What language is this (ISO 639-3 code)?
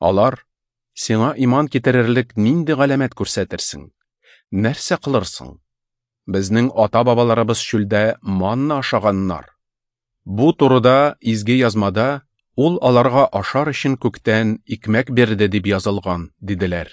tat